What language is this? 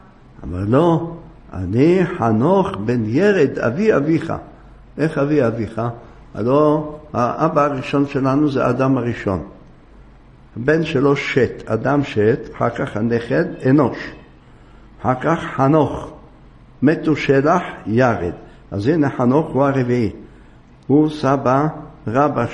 Hebrew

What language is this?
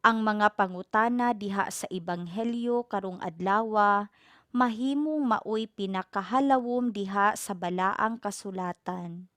Cebuano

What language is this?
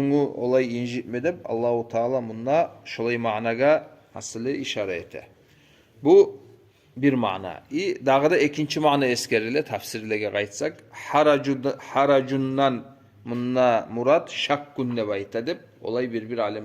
Kumyk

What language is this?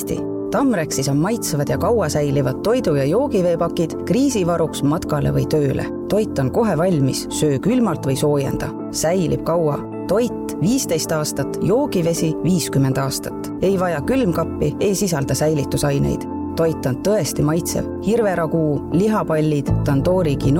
Estonian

